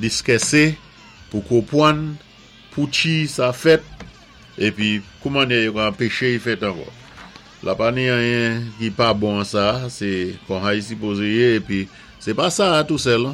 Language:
Saint Lucian Creole French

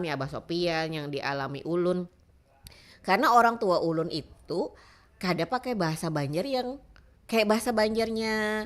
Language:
Banjar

